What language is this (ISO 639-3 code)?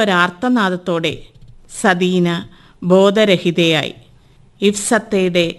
mal